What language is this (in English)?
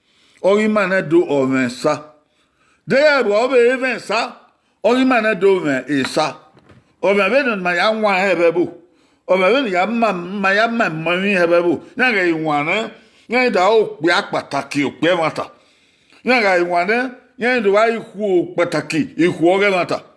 Bini